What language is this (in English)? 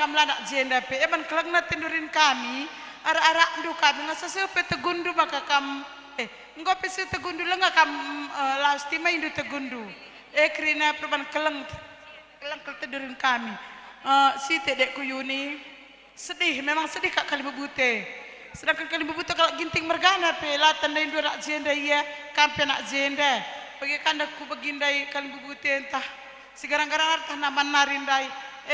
Batak Karo